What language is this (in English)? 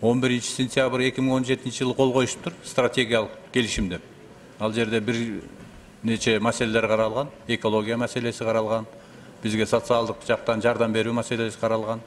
Kyrgyz